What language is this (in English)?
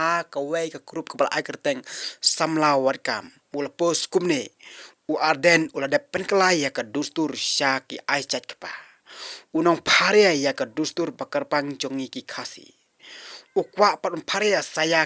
Khasi